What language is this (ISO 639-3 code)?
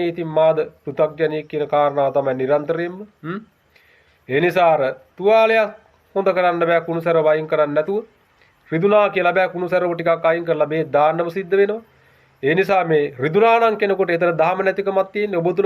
sin